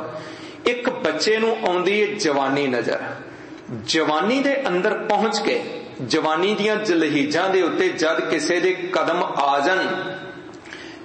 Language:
Punjabi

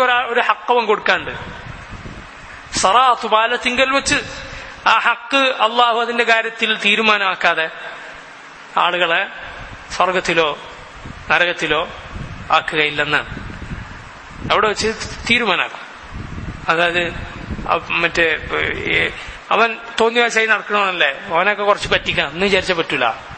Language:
Malayalam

